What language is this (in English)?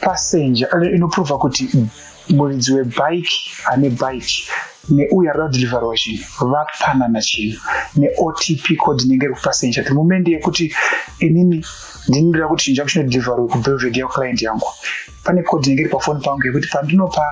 Shona